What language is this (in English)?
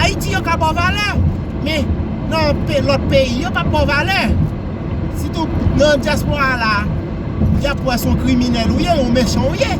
Haitian Creole